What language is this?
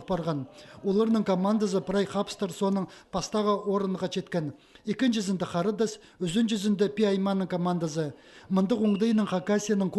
Khakas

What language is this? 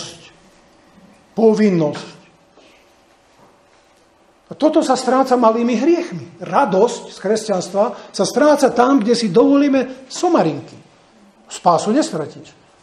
Slovak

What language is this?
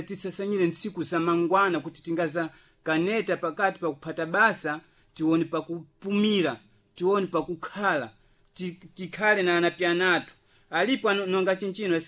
Sena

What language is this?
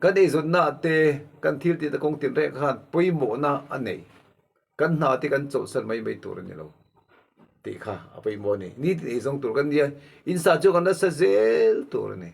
Mizo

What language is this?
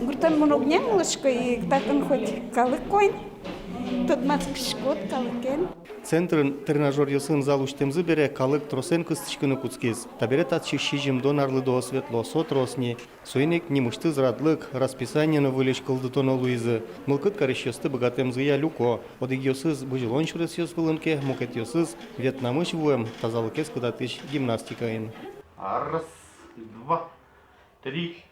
Udmurt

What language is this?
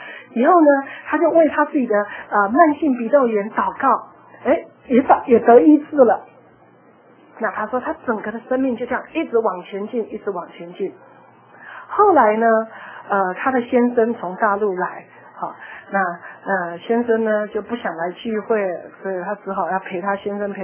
Chinese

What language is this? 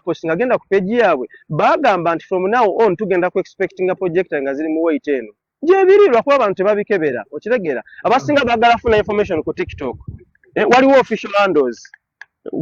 Ganda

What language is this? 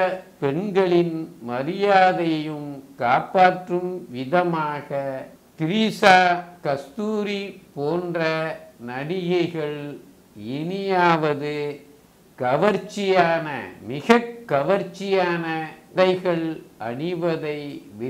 Tamil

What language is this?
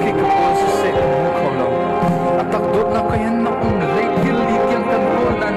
Hakha Chin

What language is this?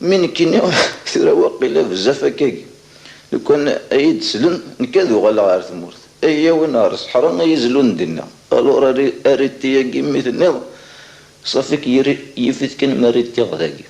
Kabyle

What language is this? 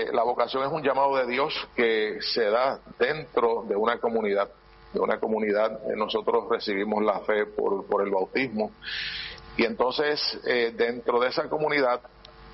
Spanish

